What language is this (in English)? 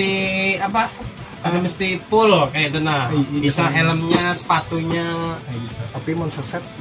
Banjar